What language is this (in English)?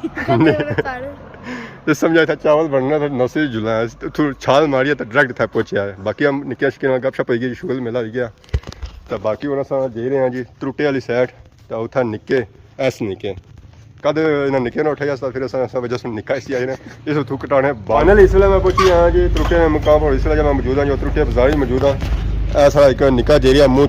Pahari-Potwari